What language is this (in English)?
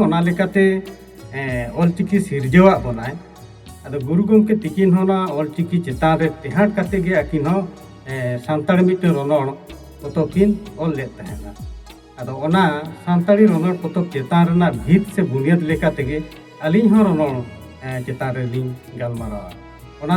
Santali